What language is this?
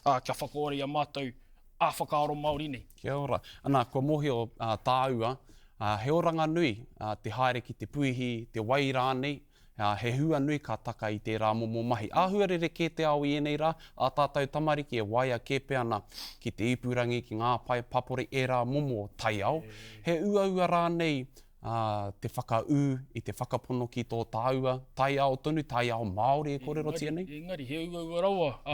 Māori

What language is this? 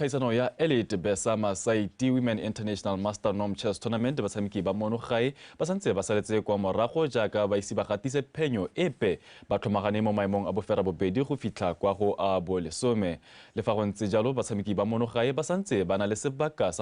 Tswana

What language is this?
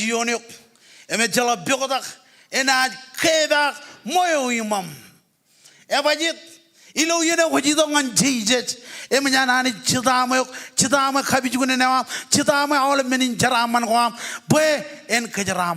Marshallese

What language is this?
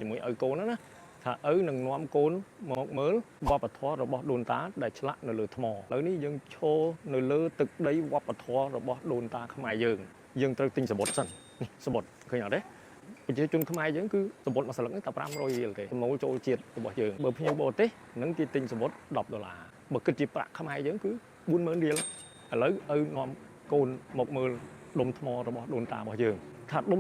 Khmer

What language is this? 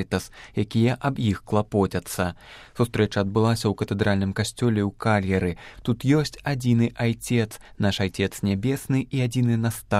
Belarusian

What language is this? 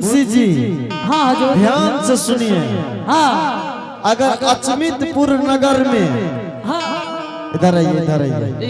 Angika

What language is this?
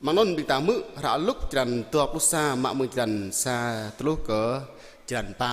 Jarai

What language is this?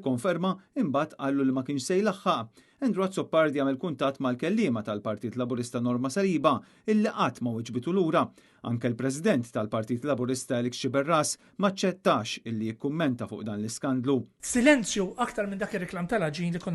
Maltese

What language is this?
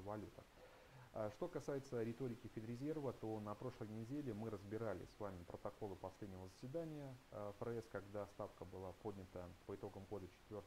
Russian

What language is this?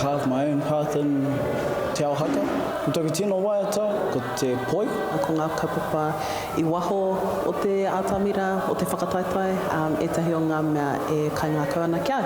Māori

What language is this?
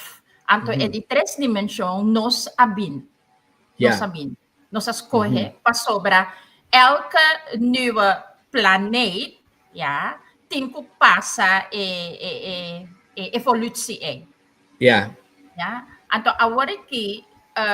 Papiamento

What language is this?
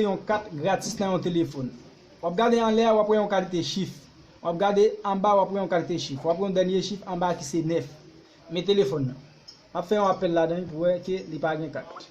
Haitian Creole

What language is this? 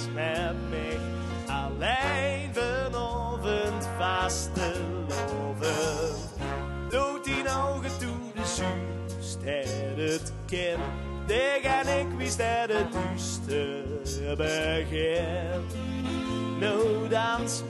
Limburgish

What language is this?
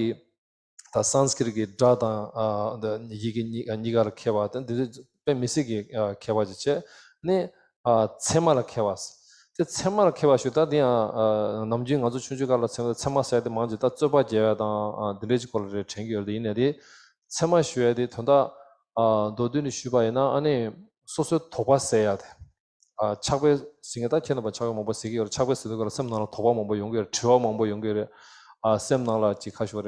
Tibetan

